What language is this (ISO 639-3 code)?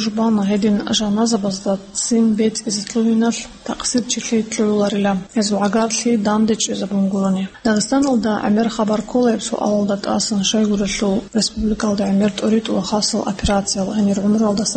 ava